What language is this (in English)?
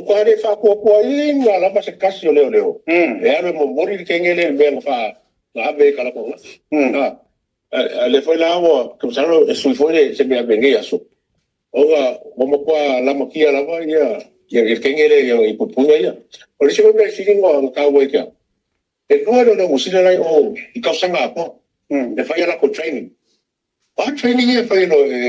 Samoan